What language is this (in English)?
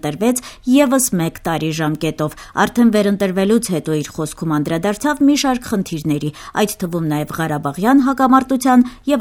Armenian